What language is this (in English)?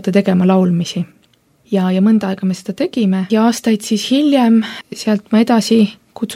Estonian